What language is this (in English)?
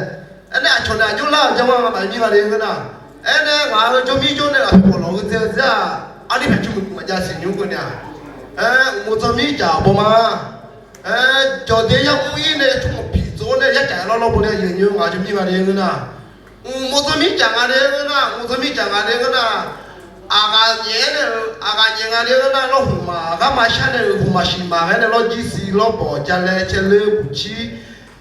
Akha